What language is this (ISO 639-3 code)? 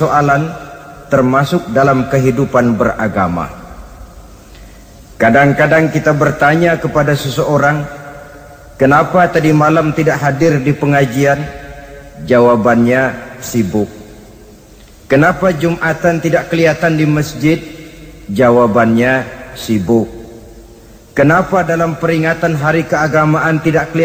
ind